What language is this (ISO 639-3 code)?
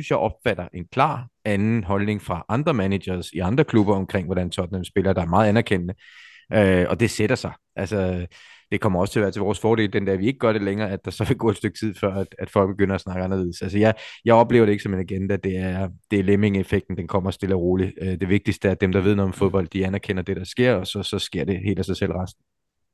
dan